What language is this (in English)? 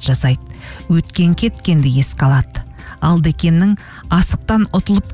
Kazakh